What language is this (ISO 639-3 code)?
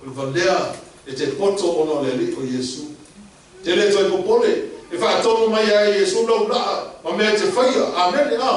smo